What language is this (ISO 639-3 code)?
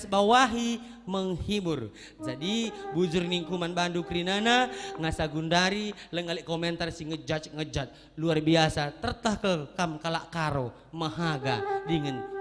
btx